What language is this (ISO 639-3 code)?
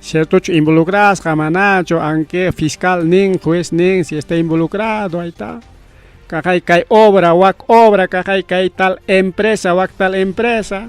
quy